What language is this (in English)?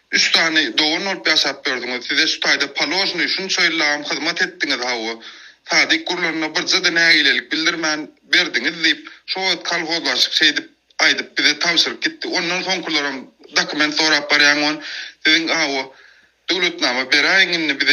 Turkmen